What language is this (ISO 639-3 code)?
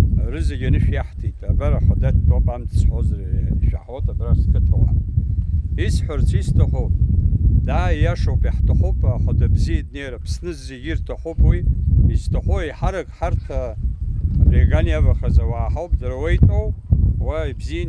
abk